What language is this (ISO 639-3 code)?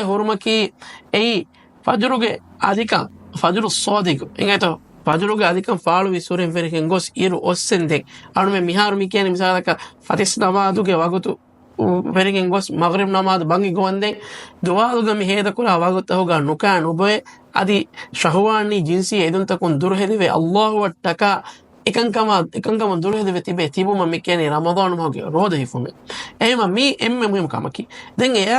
div